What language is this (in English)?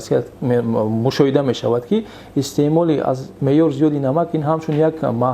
Tajik